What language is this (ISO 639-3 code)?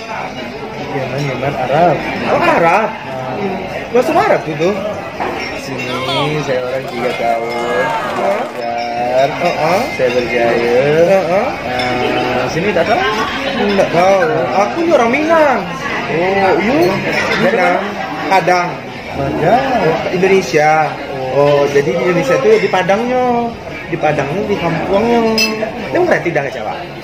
min